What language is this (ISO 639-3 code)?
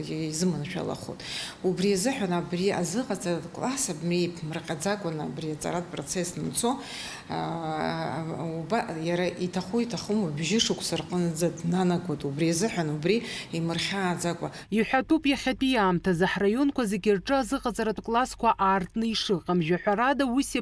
abk